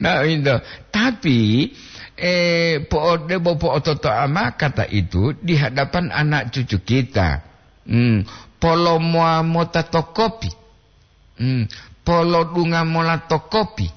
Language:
Gorontalo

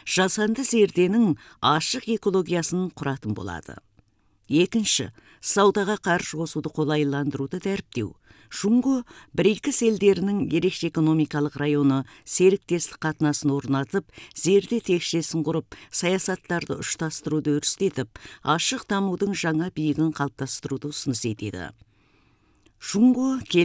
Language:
Kazakh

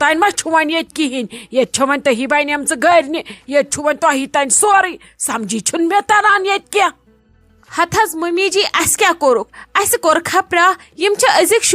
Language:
Kashmiri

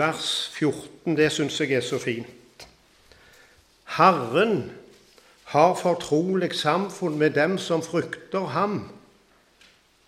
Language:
Norwegian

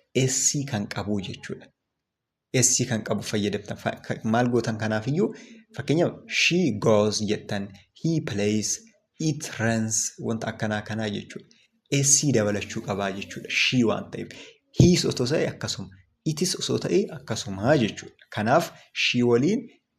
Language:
Oromo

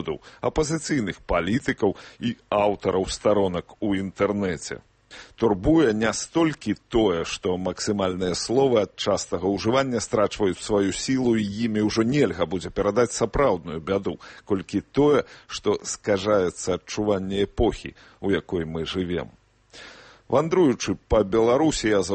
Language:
Belarusian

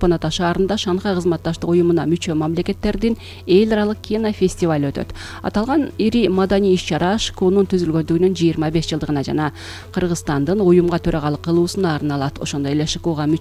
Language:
Kyrgyz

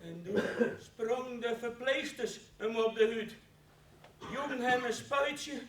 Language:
Western Frisian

